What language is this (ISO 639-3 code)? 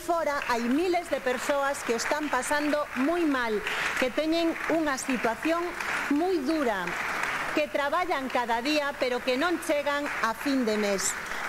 glg